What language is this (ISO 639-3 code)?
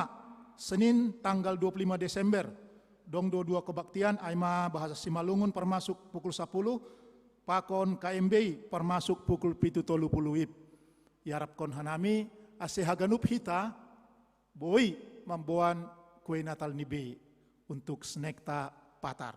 bts